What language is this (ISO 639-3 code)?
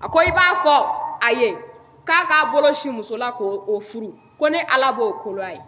bam